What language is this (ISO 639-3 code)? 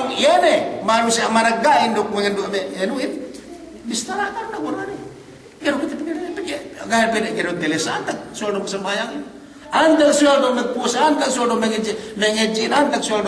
yka